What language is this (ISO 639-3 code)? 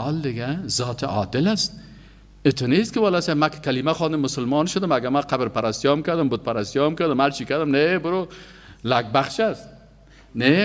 fas